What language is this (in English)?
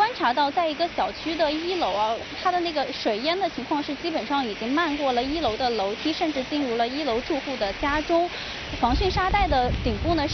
Chinese